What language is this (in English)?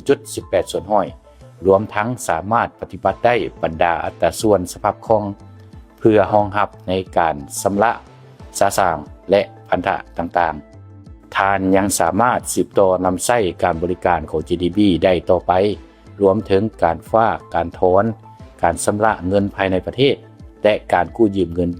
Lao